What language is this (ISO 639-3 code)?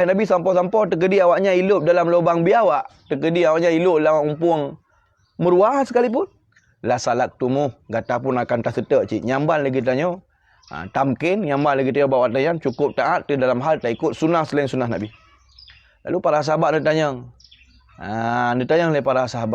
ace